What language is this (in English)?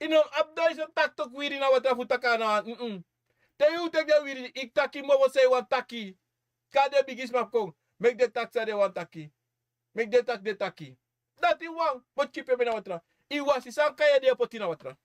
Sranan Tongo